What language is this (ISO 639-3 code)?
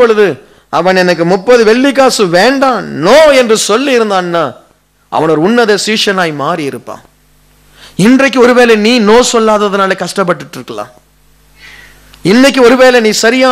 tam